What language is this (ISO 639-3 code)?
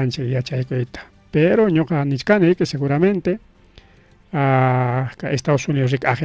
quy